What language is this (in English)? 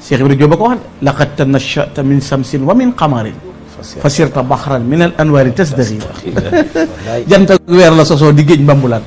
Wolof